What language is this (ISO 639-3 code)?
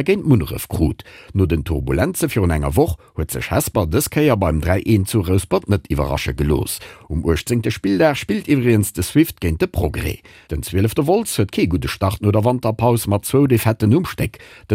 ltz